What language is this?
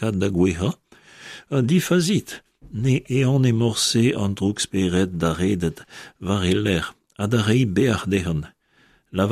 Breton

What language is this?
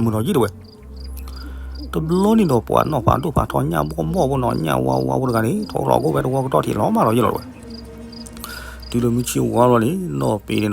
S'gaw Karen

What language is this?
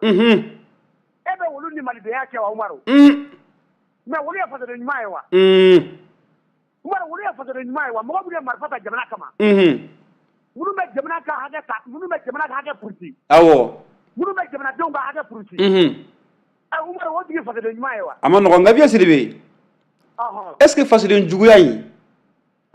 Bambara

